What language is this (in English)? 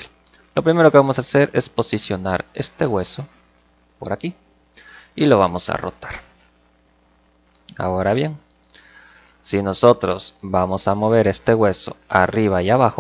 Spanish